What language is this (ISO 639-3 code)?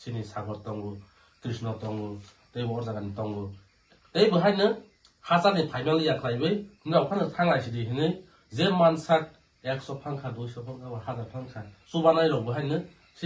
trp